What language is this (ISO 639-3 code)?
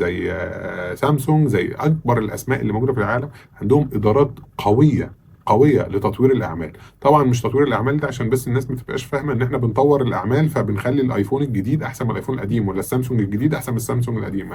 arz